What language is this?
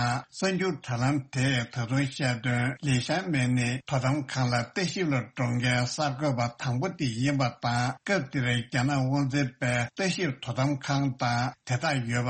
Tibetan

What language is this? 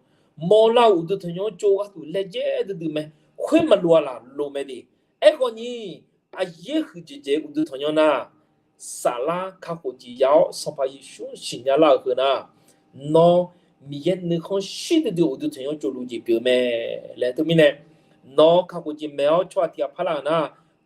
Akha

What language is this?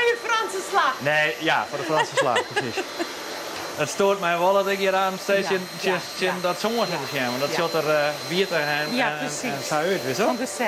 Western Frisian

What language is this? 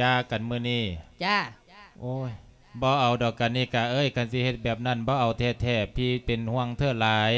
Lao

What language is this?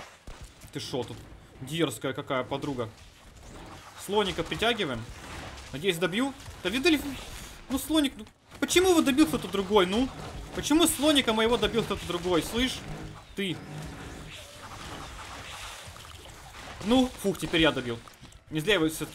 Russian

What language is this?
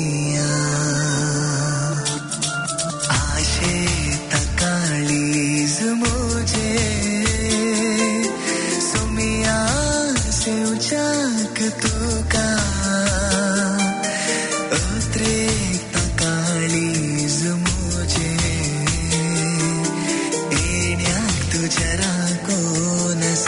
Konkani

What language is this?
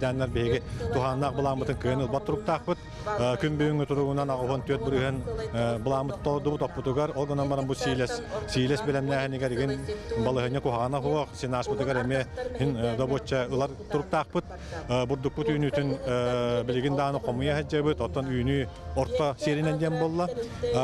Yakut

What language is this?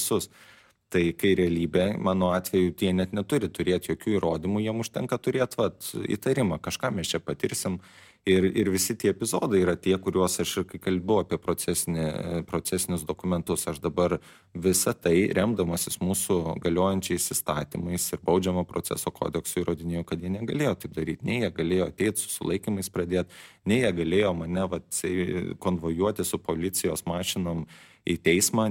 Lithuanian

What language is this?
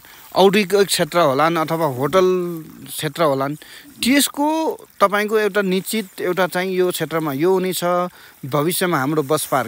Nepali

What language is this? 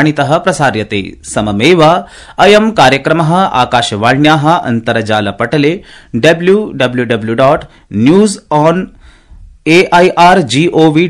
Sanskrit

